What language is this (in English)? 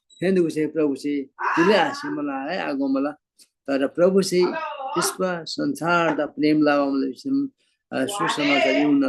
Eastern Tamang